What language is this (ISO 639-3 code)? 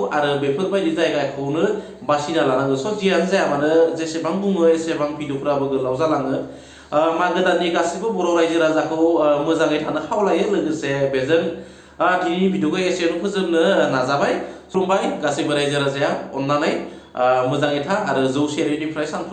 brx